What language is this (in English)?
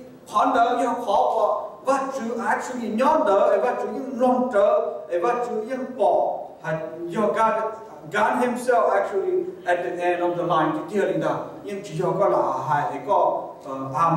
Hmong